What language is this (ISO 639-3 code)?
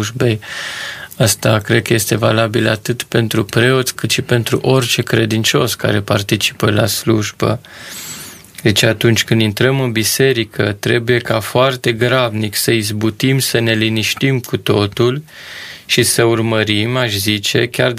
ron